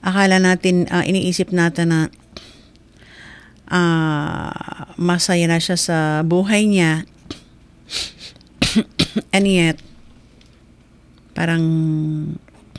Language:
Filipino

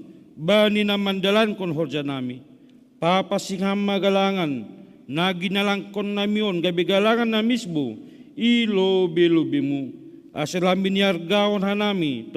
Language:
Batak Simalungun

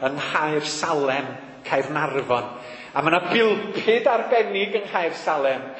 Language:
Welsh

